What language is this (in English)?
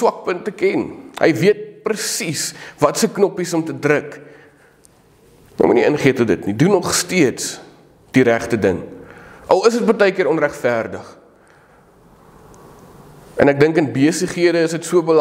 Afrikaans